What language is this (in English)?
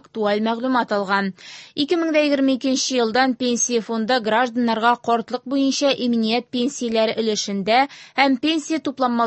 Tatar